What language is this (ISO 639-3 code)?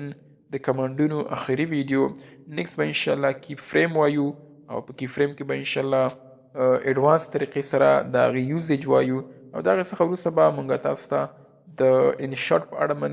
pus